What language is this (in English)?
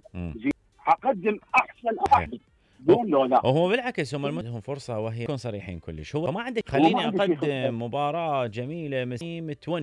Mesopotamian Arabic